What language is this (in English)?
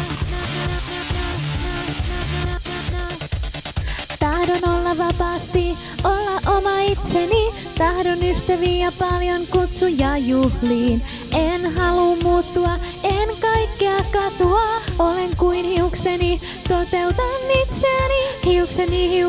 Finnish